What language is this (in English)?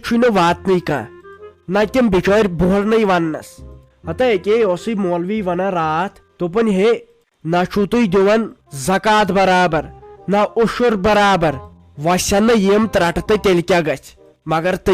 Kashmiri